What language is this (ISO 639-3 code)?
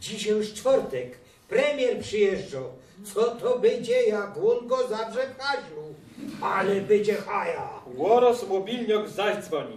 szl